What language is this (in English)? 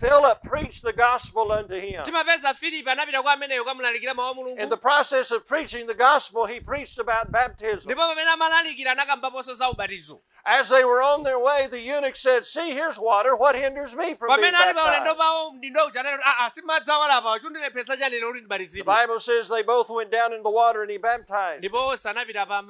Nyanja